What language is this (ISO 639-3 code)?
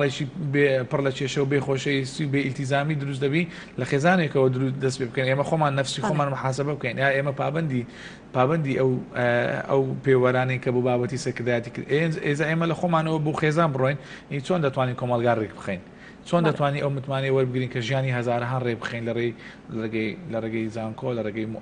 ckb